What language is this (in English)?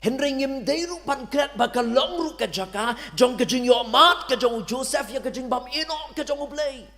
Khasi